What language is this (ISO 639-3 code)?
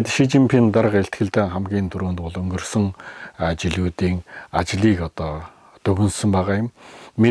mon